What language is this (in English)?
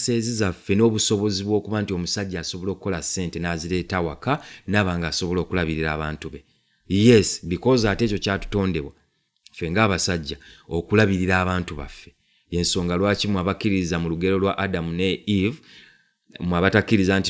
Ganda